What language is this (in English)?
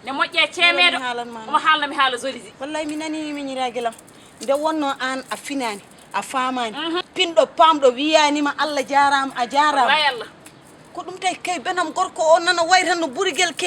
Fula